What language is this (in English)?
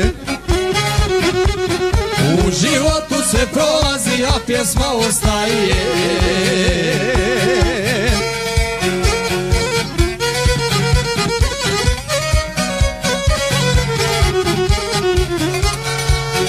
Croatian